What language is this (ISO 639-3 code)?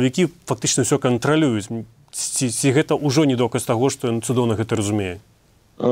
bel